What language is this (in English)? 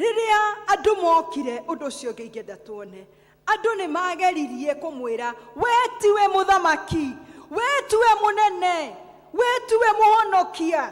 Kikuyu